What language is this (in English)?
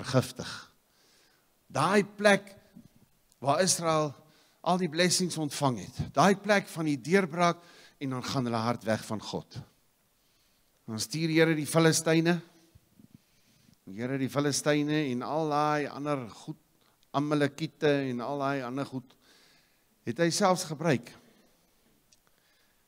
Afrikaans